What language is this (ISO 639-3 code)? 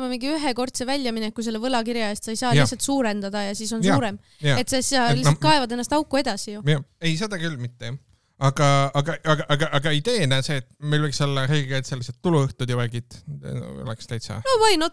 est